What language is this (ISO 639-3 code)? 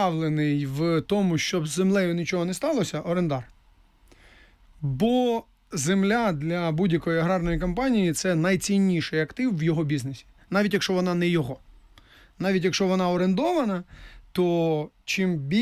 ukr